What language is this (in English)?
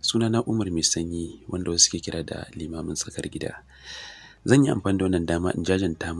Hausa